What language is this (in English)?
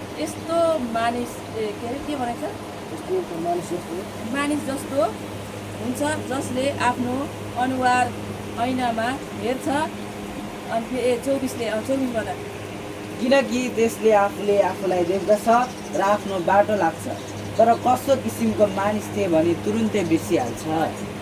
Nepali